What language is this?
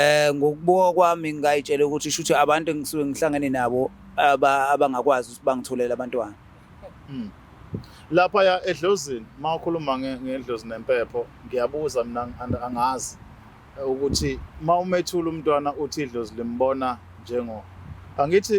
Zulu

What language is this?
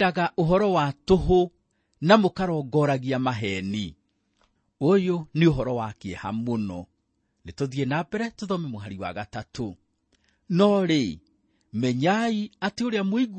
Kikuyu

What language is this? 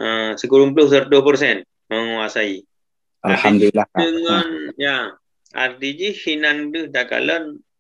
Achinese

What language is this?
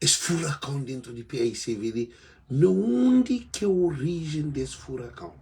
Kabuverdianu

